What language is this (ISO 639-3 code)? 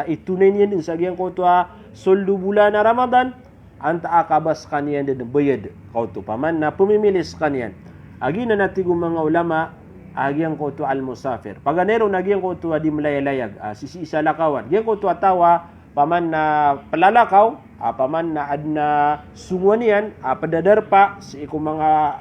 mrw